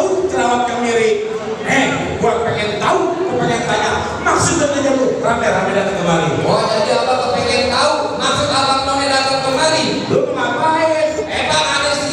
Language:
Betawi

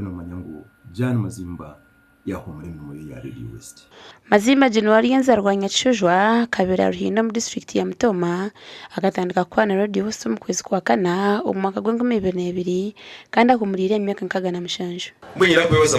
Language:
Nyankole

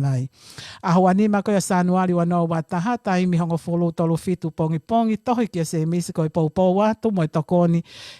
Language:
Tongan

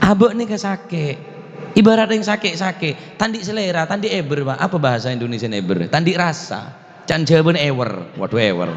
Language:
Madurese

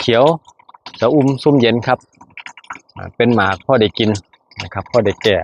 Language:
Northeastern Thai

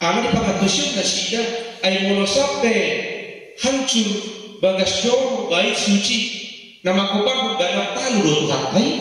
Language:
Batak Toba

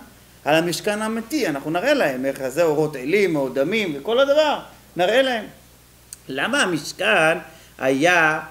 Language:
Hebrew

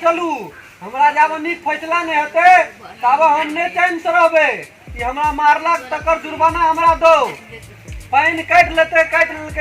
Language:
Maithili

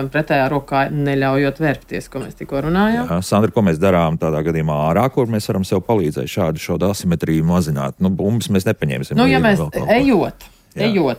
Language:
Latvian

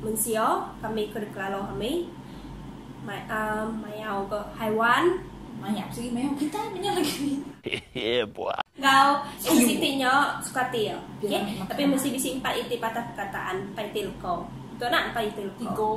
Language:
Iban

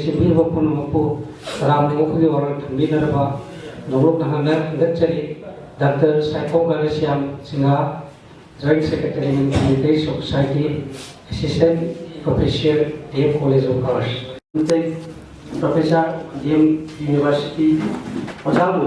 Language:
Manipuri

